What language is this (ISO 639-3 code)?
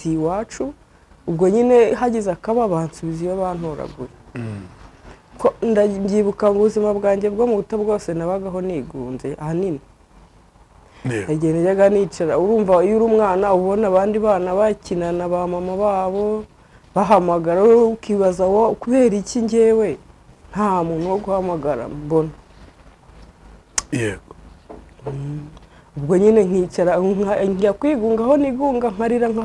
kin